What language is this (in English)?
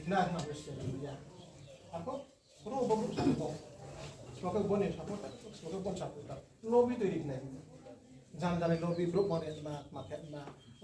Riang (India)